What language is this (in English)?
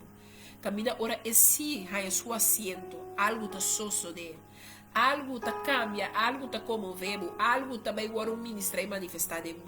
Papiamento